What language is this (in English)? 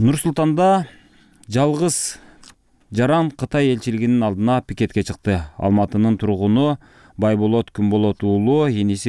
Kyrgyz